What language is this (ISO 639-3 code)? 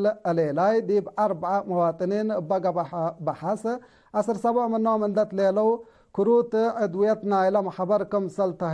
tig